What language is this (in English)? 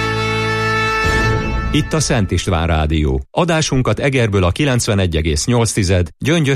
Hungarian